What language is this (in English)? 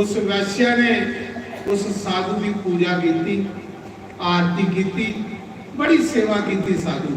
Dogri